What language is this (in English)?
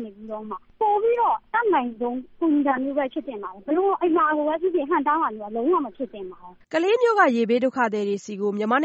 Burmese